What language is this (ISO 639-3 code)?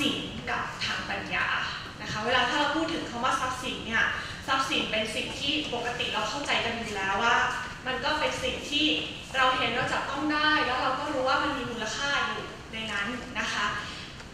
tha